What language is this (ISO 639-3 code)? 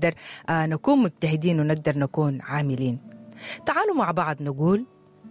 apd